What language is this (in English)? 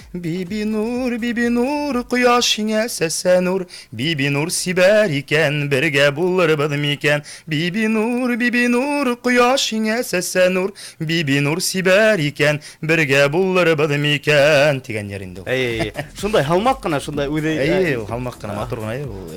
Bashkir